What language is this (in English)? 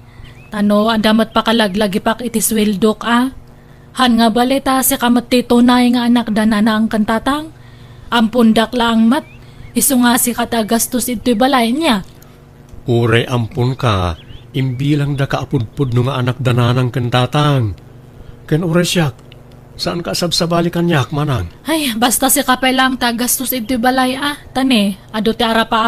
Iloko